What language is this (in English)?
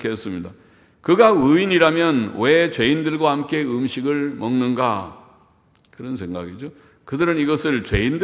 Korean